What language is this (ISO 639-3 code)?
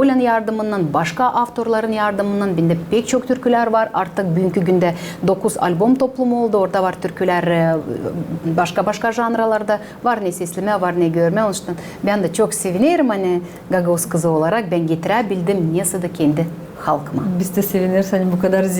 gag